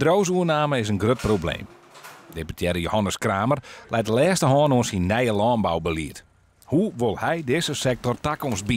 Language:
Western Frisian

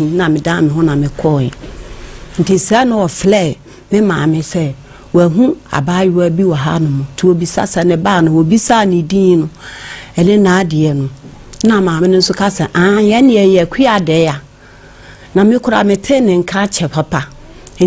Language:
Akan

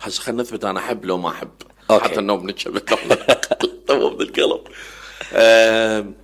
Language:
Mesopotamian Arabic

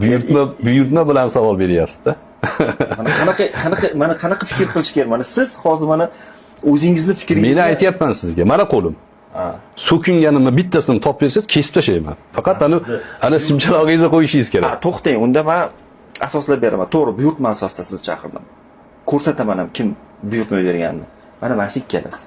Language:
Uzbek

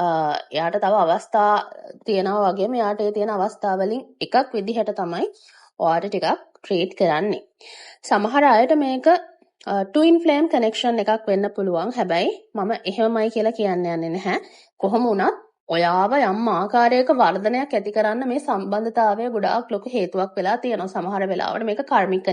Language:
Sinhala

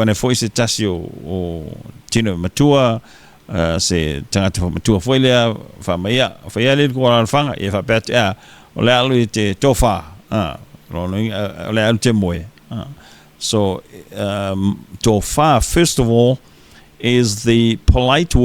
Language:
Samoan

